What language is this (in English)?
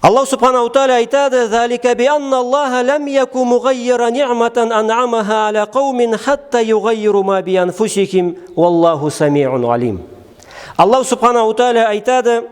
Karachay-Balkar